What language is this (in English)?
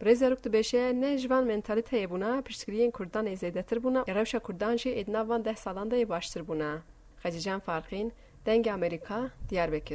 Kurdish